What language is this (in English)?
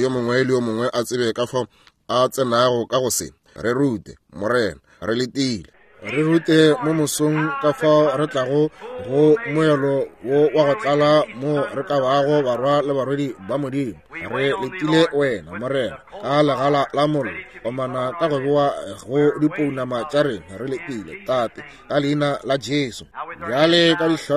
Northern Sotho